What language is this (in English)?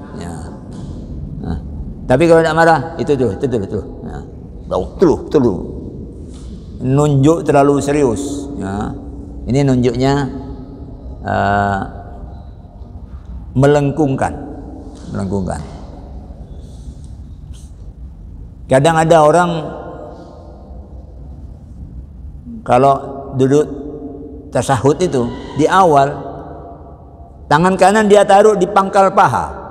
Indonesian